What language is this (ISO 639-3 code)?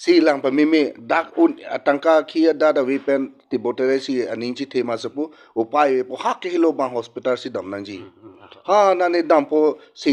mjw